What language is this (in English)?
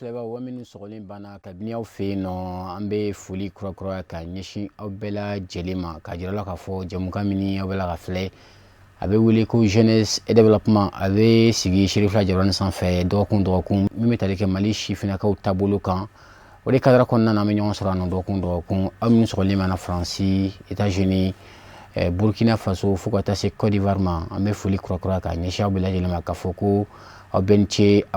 Bambara